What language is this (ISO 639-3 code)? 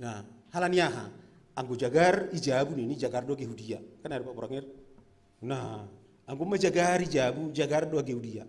bts